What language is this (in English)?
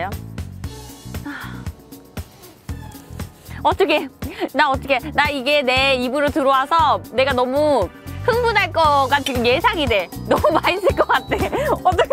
Korean